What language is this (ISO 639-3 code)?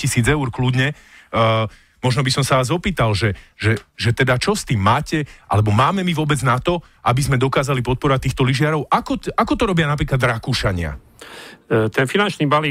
slk